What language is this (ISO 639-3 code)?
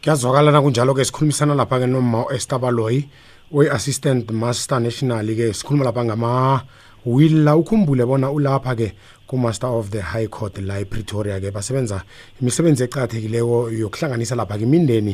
nbl